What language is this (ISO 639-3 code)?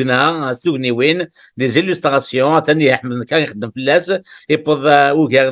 kab